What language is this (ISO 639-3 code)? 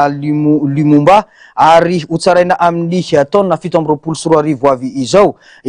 mlg